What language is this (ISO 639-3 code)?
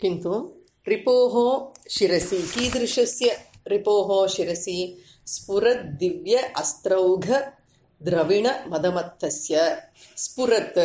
san